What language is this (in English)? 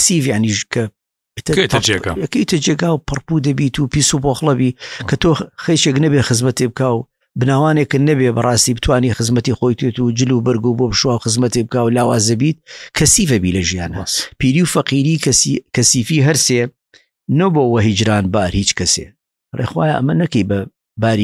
Central Kurdish